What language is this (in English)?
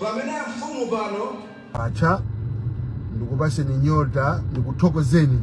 Nyanja